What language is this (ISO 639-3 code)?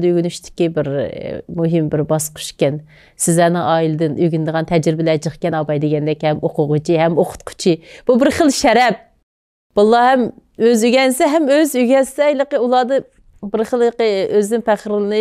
uig